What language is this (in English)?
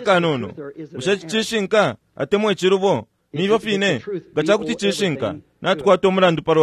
Bemba